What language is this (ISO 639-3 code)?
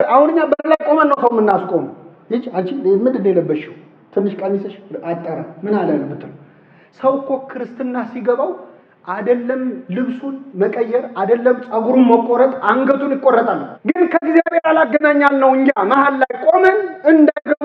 amh